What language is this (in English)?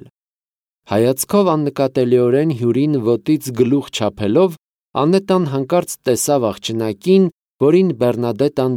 Armenian